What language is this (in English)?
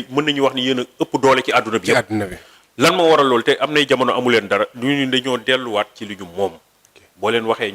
Wolof